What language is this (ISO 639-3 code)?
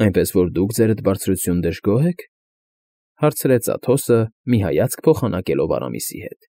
hye